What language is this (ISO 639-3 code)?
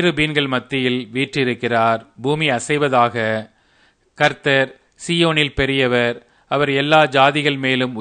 tam